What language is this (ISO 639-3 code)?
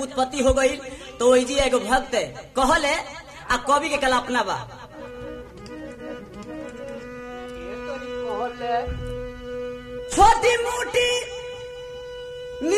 bho